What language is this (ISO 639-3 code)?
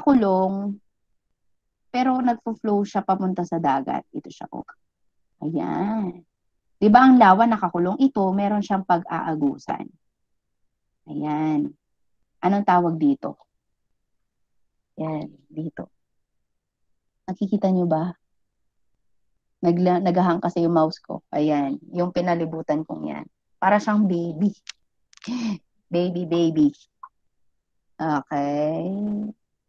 fil